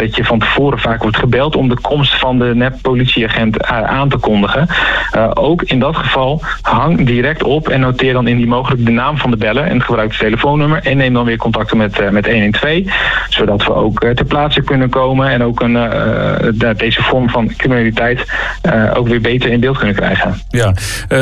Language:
Dutch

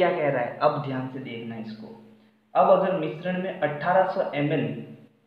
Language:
Hindi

